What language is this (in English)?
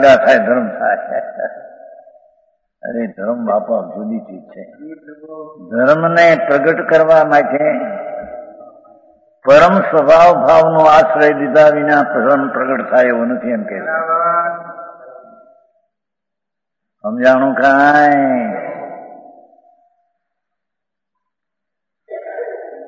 Gujarati